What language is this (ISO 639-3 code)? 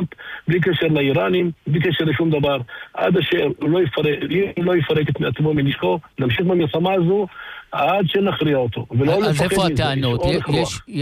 heb